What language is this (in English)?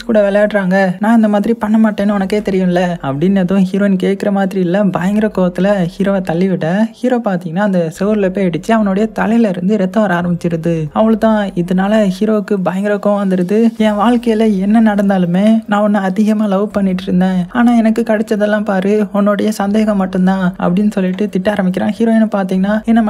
Tamil